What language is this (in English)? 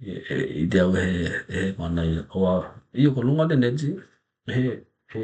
Tokelau